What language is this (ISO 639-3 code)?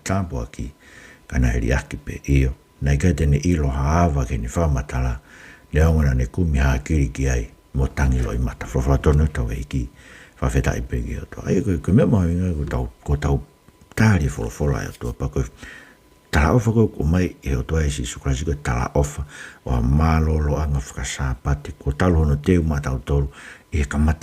ton